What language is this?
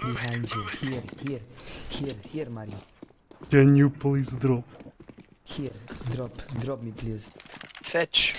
Swiss German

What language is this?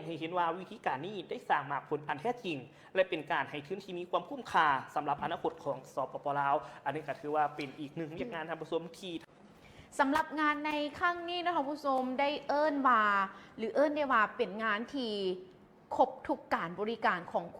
Lao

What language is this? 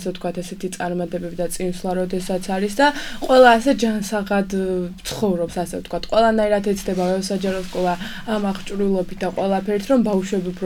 Georgian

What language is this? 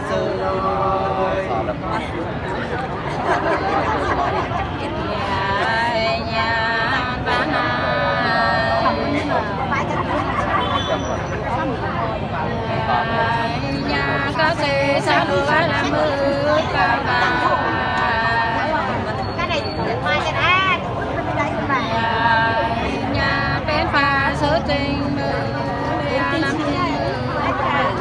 Vietnamese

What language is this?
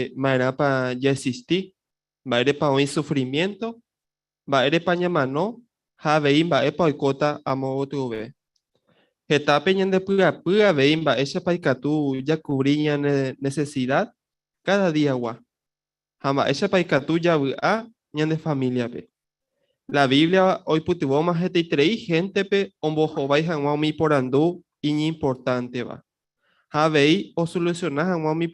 Guarani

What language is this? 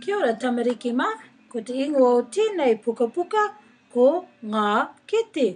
Māori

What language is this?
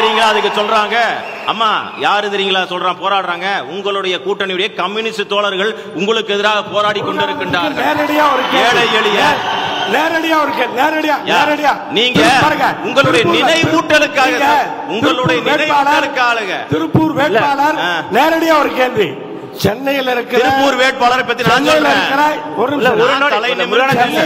Tamil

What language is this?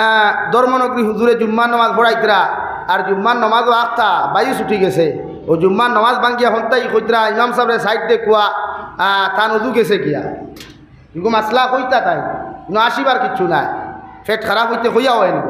Sylheti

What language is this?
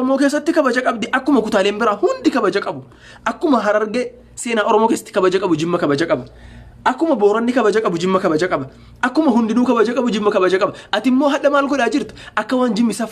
Oromo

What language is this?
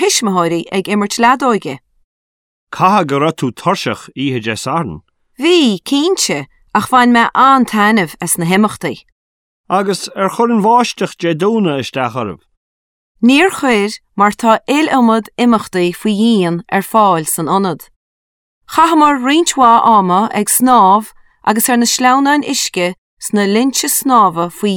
Irish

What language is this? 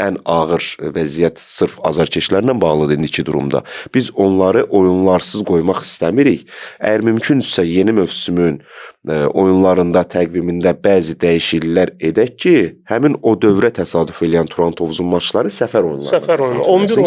Azerbaijani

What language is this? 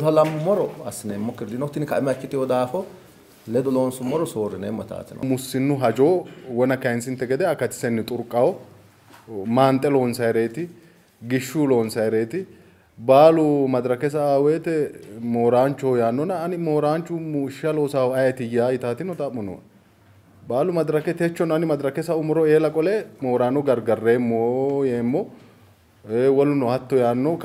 Sidamo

